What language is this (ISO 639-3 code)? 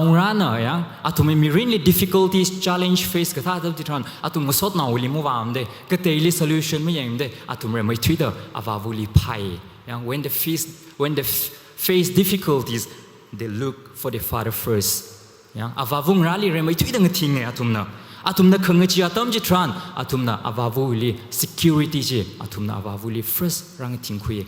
nmf